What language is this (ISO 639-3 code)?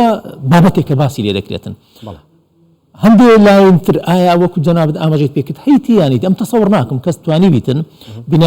ckb